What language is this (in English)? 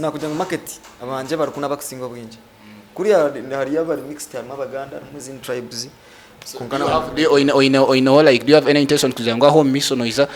Nyankole